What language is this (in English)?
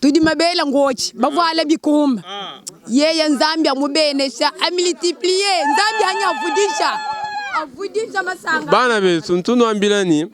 Luba-Lulua